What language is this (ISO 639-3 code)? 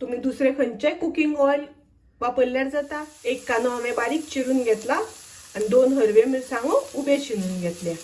kok